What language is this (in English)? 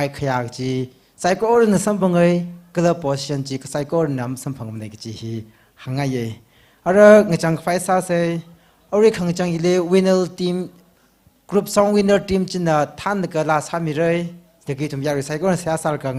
Tangkhul Naga (India)